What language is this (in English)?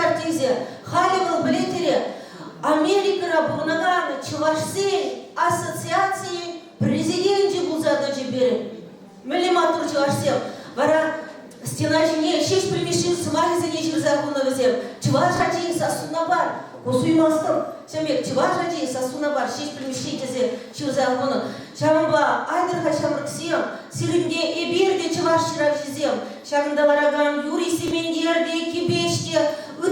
Chuvash